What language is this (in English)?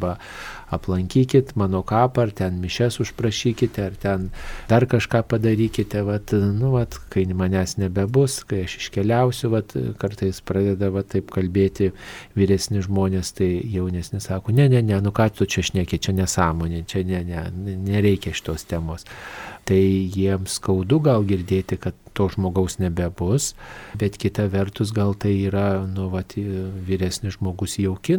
Lithuanian